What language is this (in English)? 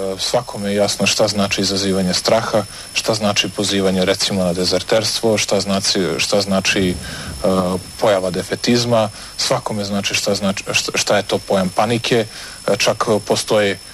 Serbian